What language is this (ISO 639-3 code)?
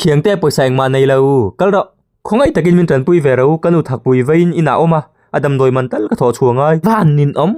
lus